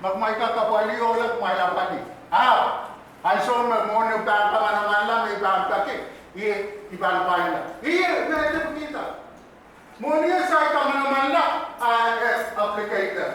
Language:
Pohnpeian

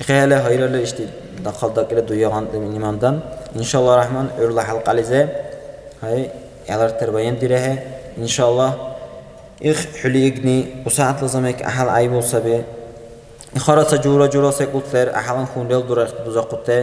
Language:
Dargwa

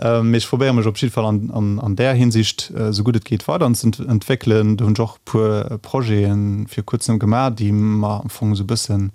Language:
Luxembourgish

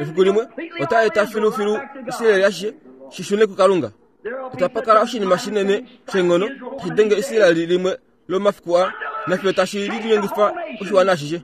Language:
Kuanyama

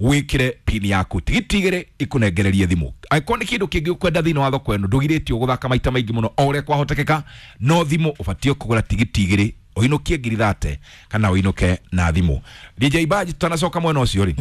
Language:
Kikuyu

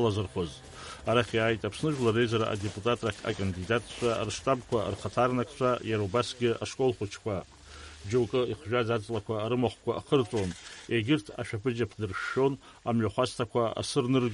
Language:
Abkhazian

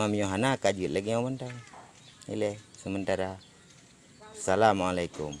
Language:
Achinese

